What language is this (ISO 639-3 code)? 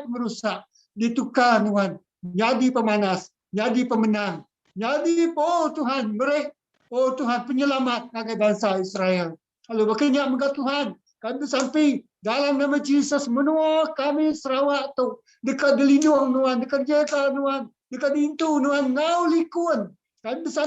iba